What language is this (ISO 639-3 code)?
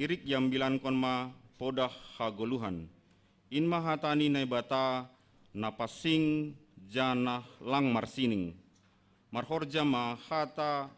bts